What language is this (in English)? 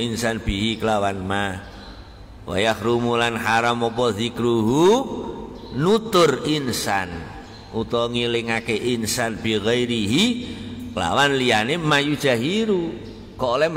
Javanese